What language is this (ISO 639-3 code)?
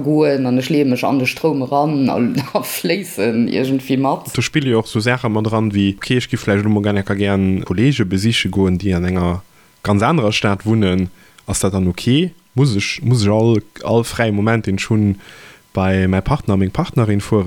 ltz